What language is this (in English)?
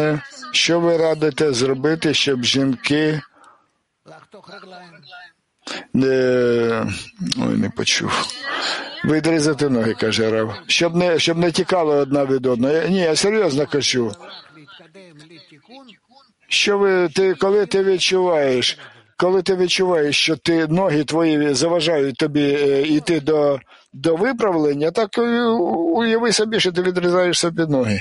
Ukrainian